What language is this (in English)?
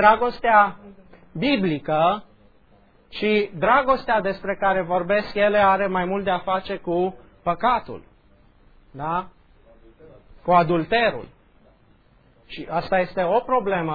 Romanian